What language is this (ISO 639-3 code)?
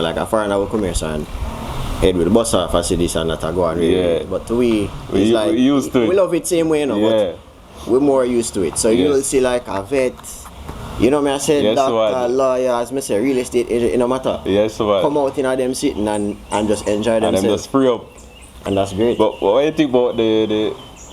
jam